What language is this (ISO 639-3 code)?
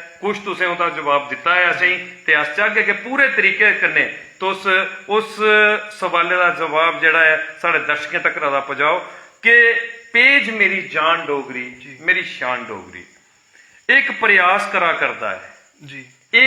doi